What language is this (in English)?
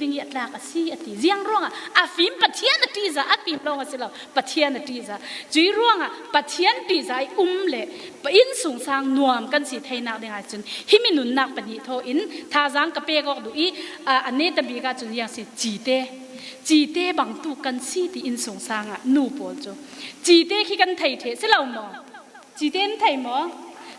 Falam Chin